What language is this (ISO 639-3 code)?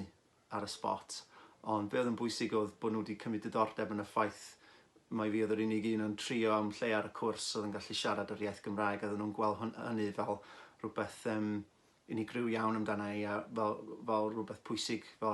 cym